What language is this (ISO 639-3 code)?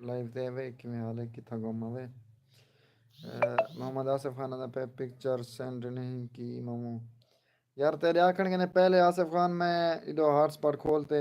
skr